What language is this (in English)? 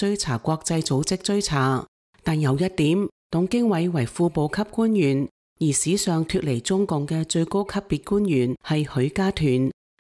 Cantonese